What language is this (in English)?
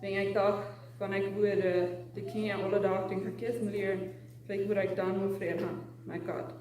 Plautdietsch